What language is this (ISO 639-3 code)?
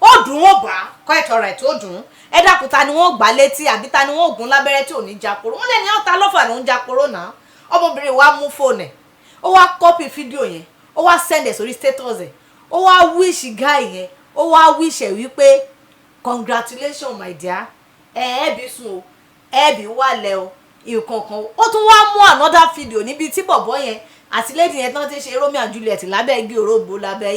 yor